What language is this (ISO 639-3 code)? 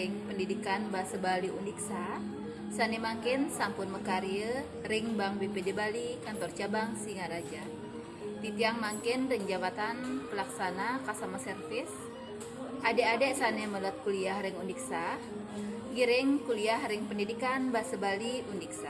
ban